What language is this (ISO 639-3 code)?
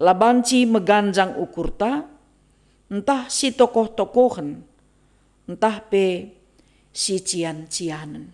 btx